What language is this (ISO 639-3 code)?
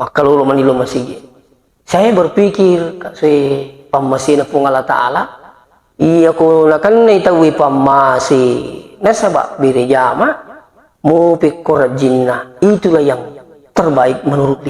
bug